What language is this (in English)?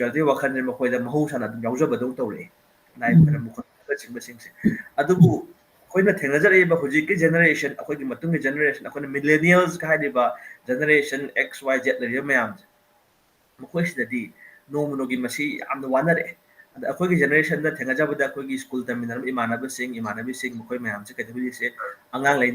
Manipuri